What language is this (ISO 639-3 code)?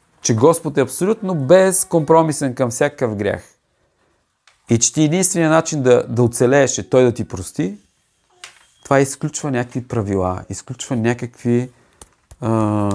bul